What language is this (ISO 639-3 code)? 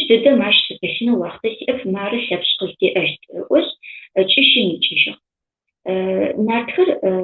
ady